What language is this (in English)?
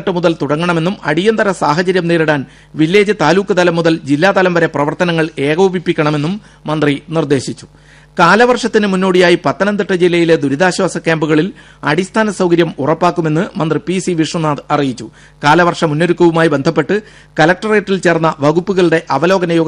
Malayalam